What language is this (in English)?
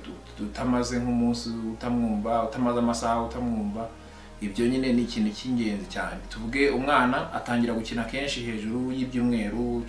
Kinyarwanda